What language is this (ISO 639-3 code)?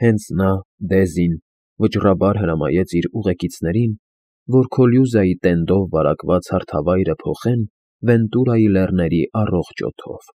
hye